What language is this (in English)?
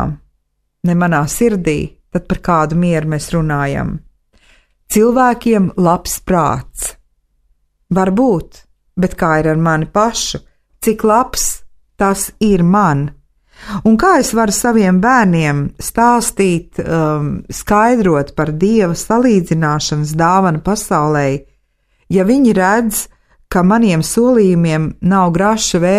Latvian